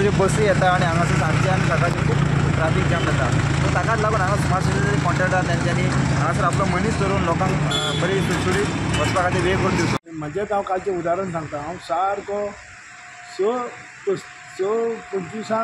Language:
Konkani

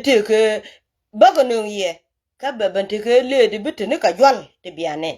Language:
Nuer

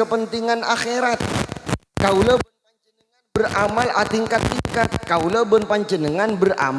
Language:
Madurese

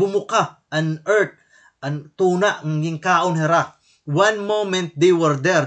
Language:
Waray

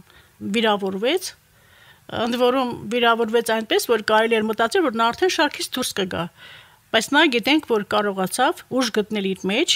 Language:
Armenian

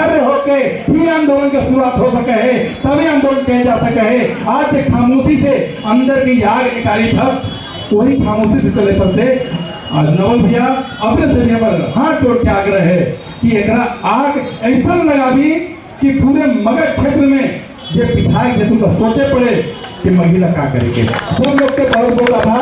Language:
Magahi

